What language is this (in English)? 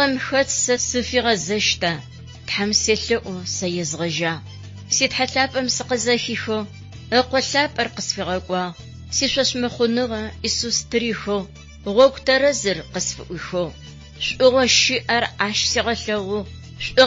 Adyghe